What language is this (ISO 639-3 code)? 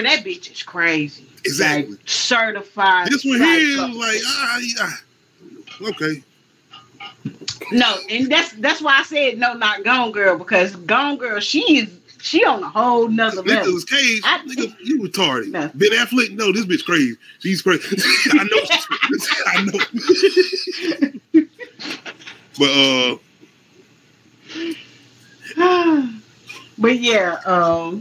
eng